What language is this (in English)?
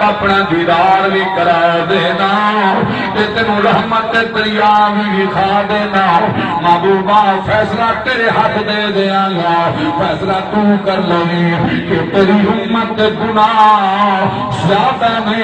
Saraiki